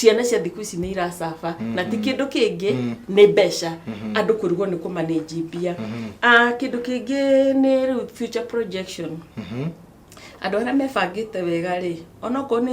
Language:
Kikuyu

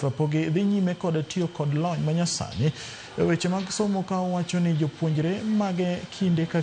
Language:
Luo (Kenya and Tanzania)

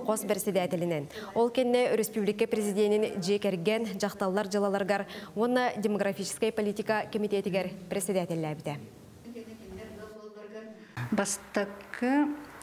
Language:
Yakut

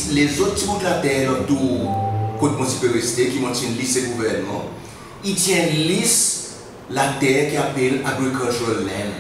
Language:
Seselwa Creole French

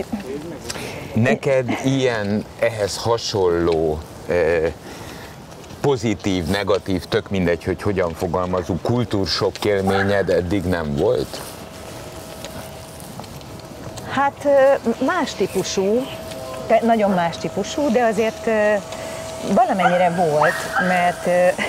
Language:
Hungarian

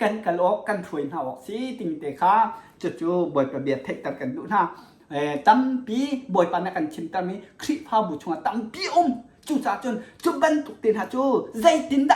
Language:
Hakha Chin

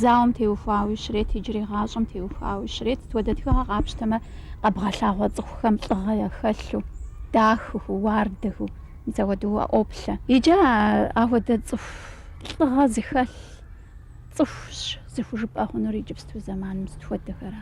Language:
Kabardian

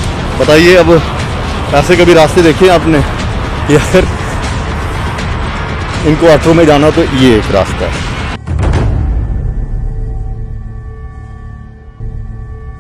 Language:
Hindi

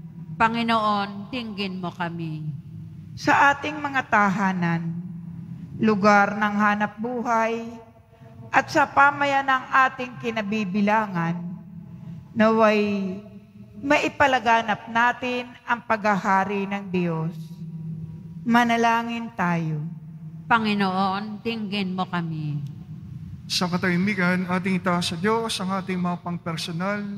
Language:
Filipino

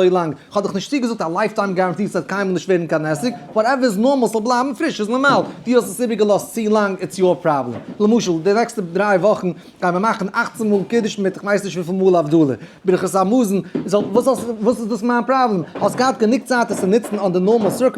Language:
Yiddish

